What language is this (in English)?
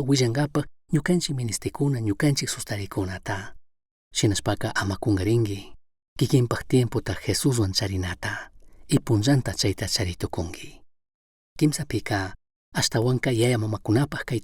Chimborazo Highland Quichua